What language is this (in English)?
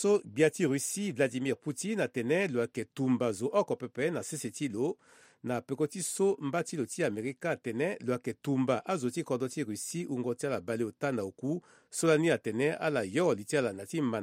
Sango